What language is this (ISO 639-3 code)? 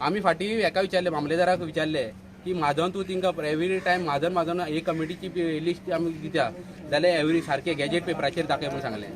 kok